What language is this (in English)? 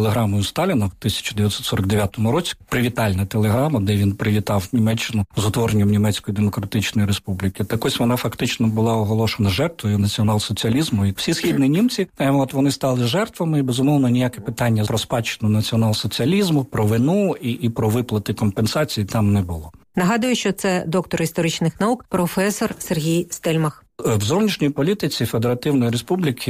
Ukrainian